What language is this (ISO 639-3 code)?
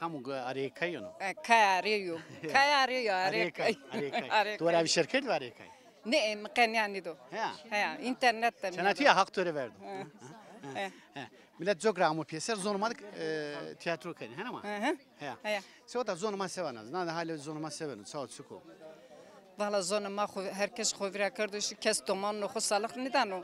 zza